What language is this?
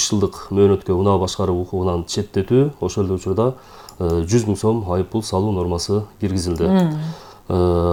Kyrgyz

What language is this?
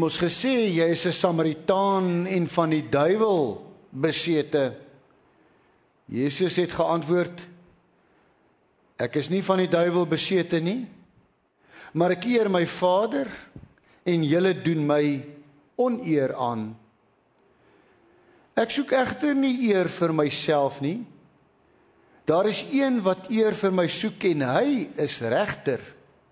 Afrikaans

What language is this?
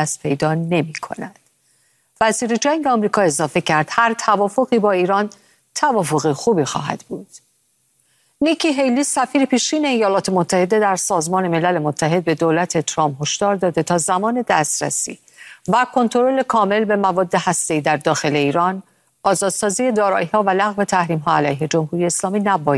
Persian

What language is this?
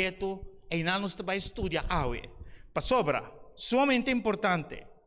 Papiamento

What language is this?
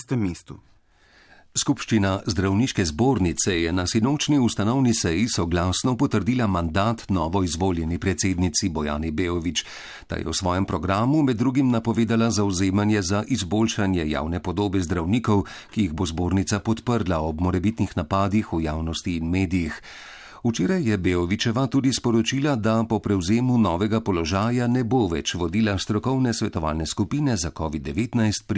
Slovenian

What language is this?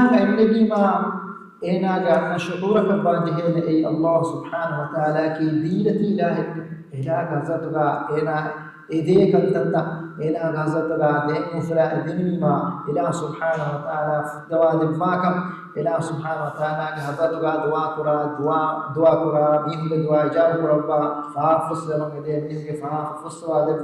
Divehi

